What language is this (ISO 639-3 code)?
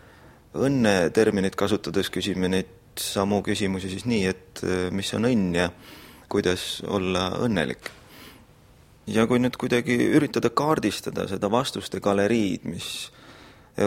est